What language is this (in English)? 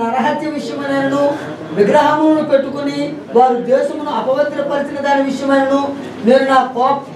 Telugu